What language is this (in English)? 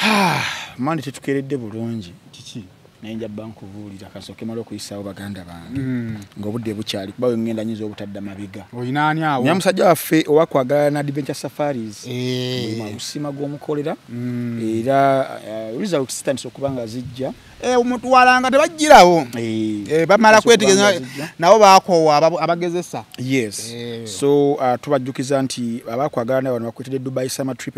Ganda